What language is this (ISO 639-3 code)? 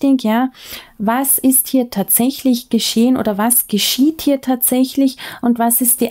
deu